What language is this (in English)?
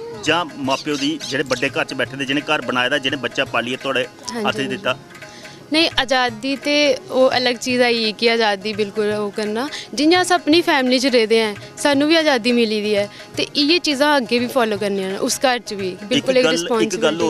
Dogri